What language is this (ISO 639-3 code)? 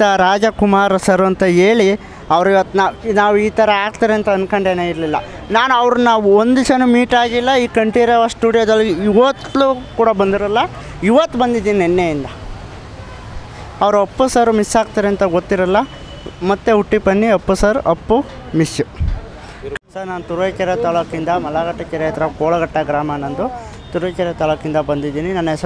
kan